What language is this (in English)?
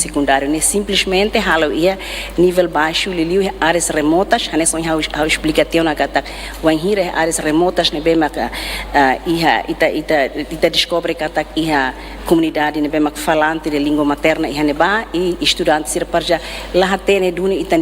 Tetum